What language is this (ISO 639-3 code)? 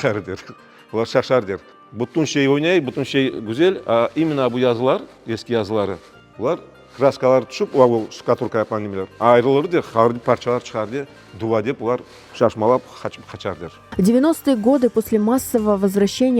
crh